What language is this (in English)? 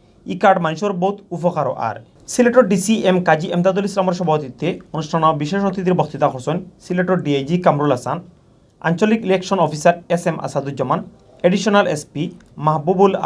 Sylheti